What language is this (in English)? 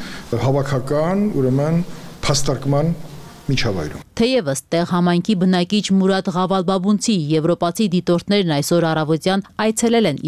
Armenian